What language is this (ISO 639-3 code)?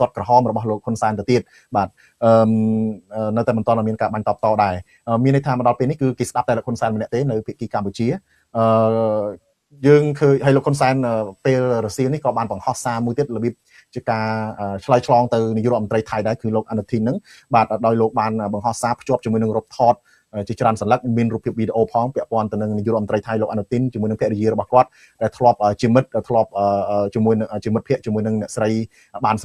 khm